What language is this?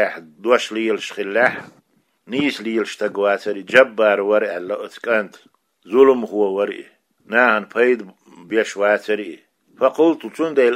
Chechen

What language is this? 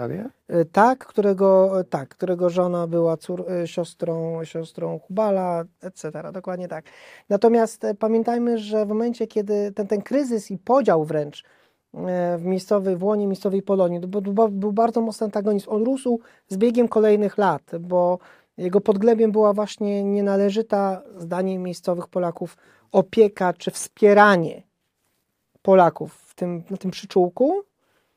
Polish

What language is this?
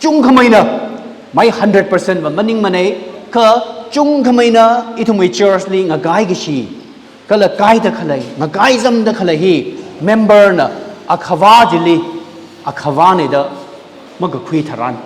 Tangkhul Naga (India)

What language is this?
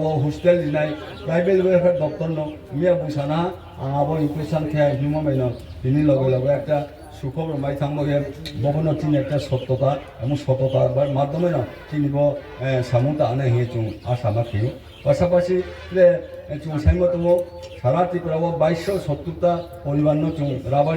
Riang (India)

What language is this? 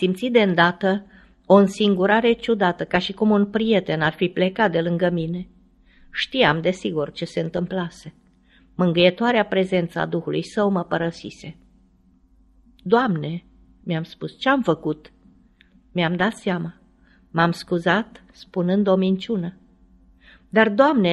Romanian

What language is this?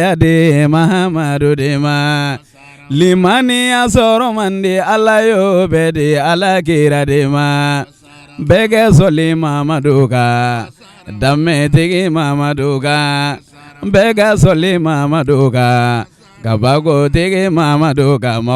Bambara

